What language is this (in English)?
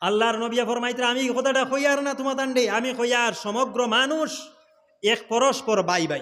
Sylheti